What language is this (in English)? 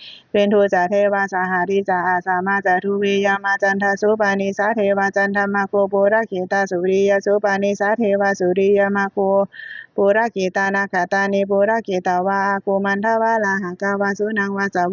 Pali